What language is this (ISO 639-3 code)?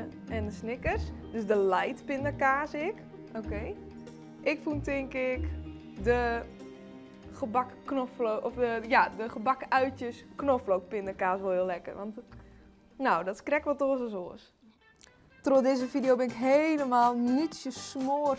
fry